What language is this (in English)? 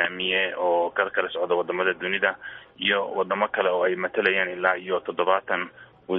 Somali